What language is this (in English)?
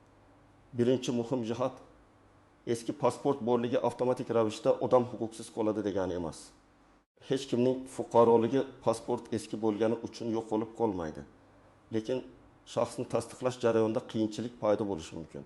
Uzbek